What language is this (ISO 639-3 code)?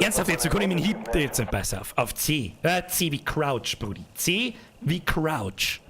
bar